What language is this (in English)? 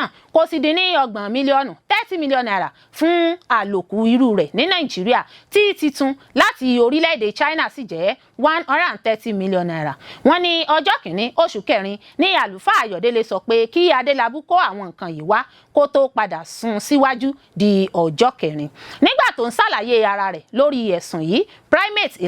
Yoruba